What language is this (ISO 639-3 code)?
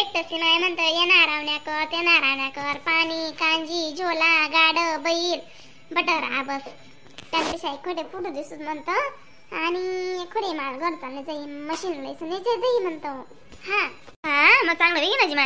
khn